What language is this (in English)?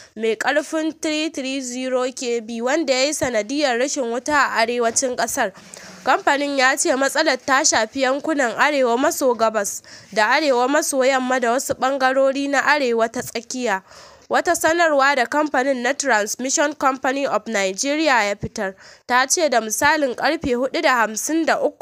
Hausa